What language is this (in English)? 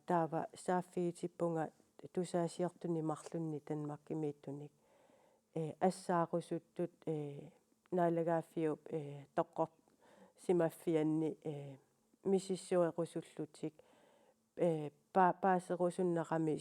Kalaallisut